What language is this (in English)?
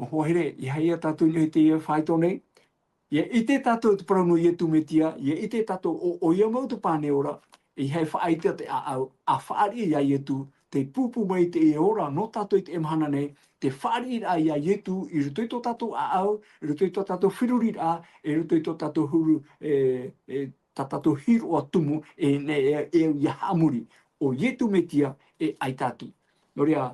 Tahitian